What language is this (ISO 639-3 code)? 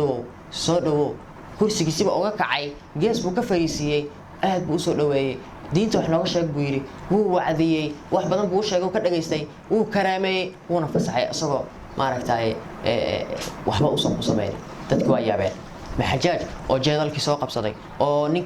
som